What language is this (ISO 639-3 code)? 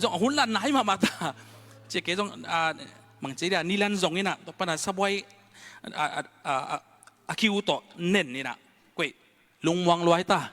ctd